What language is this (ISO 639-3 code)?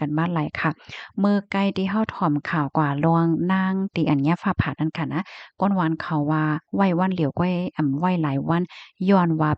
shn